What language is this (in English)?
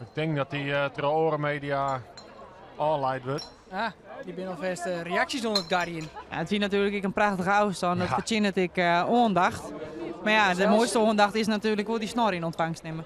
Western Frisian